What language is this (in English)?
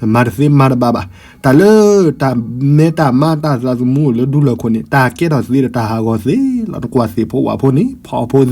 S'gaw Karen